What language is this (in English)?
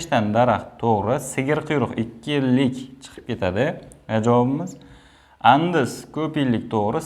Uzbek